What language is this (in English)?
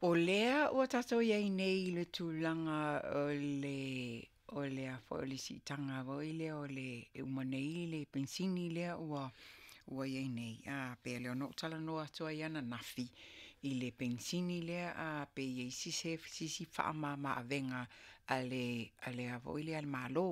Samoan